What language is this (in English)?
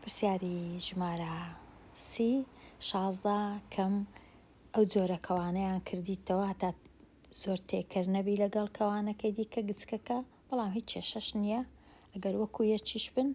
Central Kurdish